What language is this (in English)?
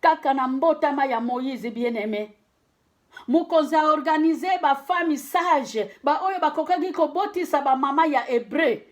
Lingala